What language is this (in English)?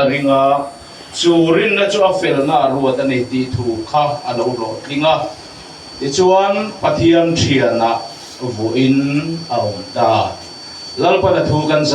Mizo